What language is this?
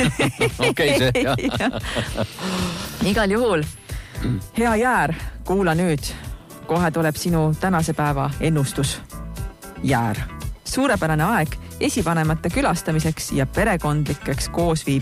Estonian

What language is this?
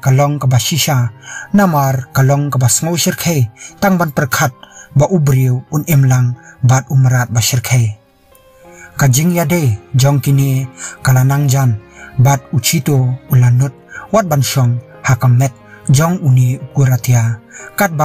Khasi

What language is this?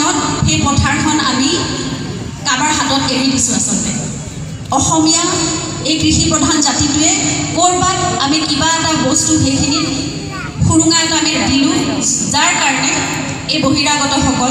Assamese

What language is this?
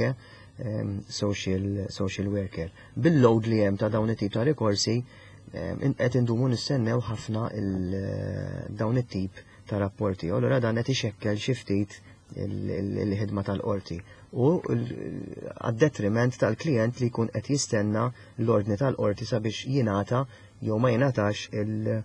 Maltese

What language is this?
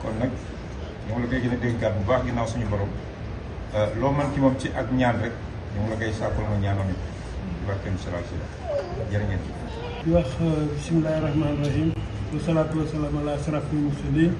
Wolof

